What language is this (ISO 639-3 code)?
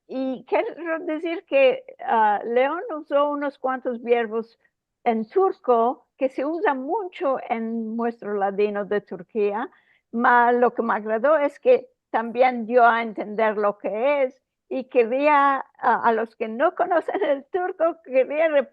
lad